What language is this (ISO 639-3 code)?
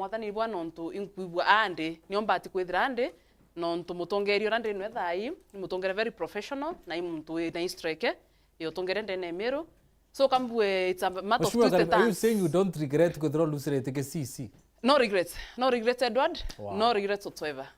mer